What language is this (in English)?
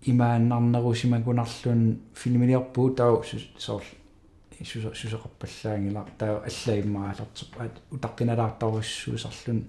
Kalaallisut